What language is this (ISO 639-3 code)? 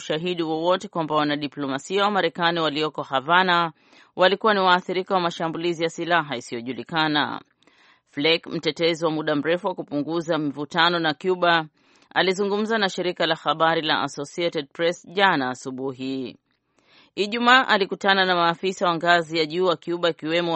swa